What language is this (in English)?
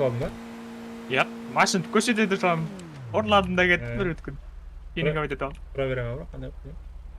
Kara-Kalpak